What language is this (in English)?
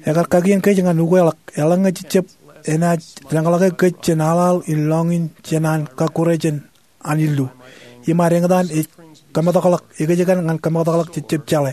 Marshallese